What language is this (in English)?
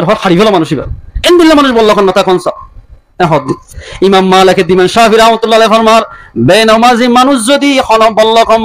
Rohingya